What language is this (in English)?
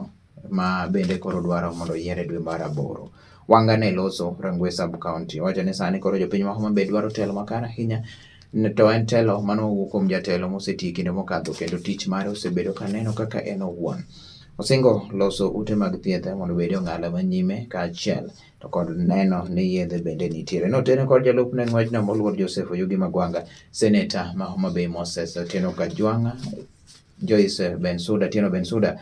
Luo (Kenya and Tanzania)